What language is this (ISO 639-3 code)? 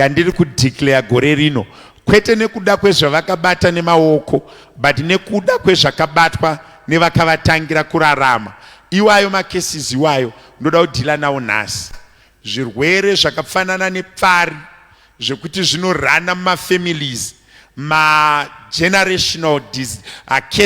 sna